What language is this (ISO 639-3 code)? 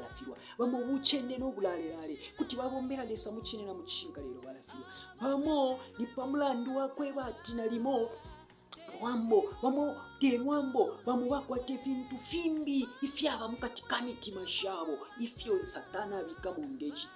bem